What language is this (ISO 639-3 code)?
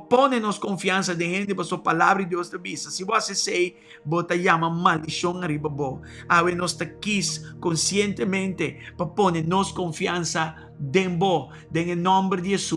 pap